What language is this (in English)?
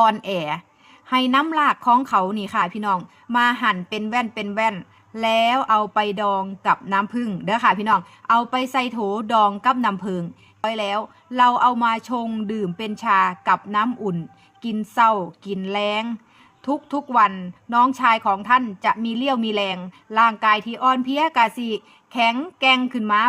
Northeastern Thai